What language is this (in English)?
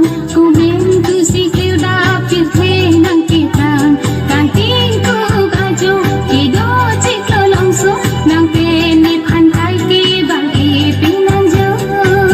Karbi